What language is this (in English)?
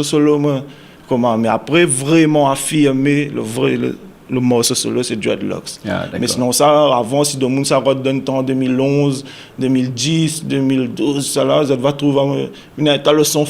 Réunion Creole French